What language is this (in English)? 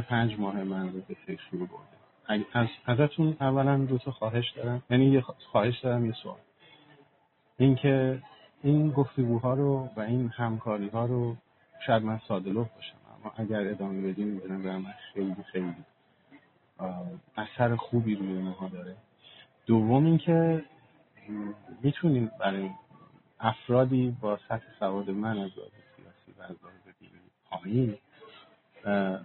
Persian